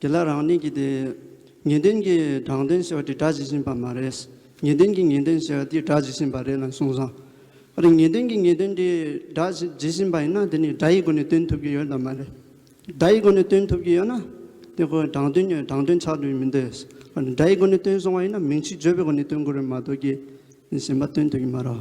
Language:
Tibetan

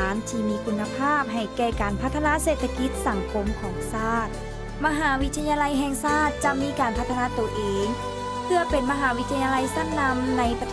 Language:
Lao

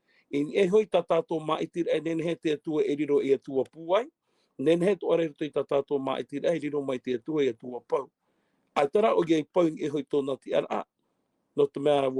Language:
Tahitian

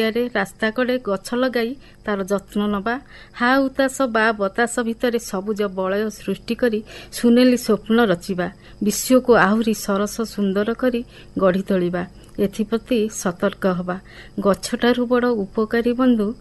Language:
Odia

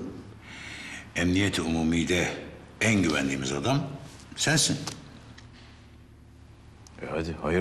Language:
Turkish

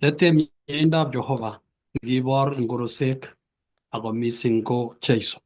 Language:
Kalenjin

